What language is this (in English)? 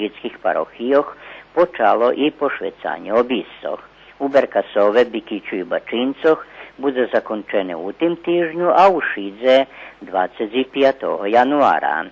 Rusyn